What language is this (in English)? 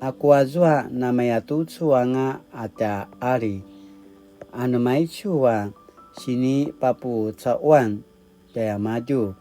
Paiwan